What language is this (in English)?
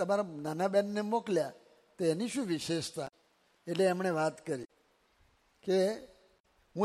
Gujarati